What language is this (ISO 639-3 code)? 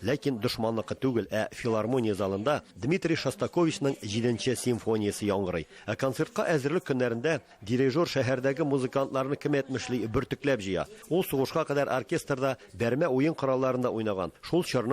tat